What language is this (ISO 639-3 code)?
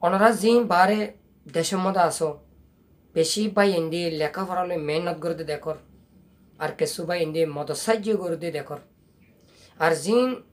rhg